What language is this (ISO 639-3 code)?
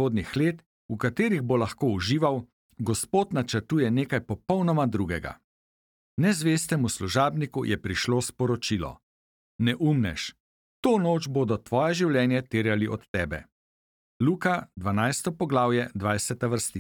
slv